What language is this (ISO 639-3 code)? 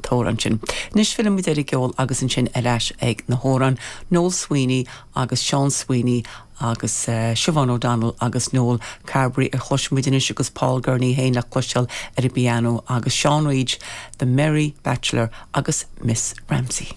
gle